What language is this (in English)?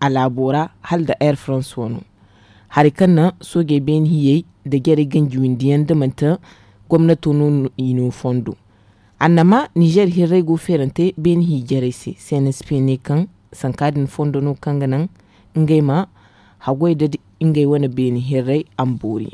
Zarma